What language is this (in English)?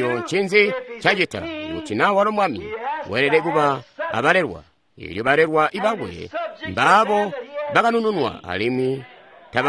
Tonga (Zambia)